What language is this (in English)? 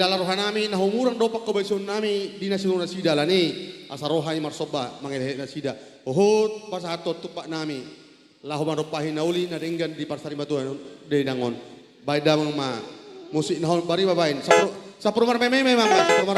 Batak Toba